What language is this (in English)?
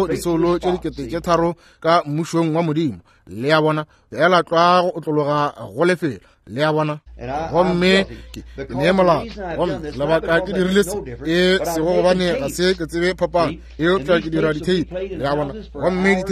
Northern Sotho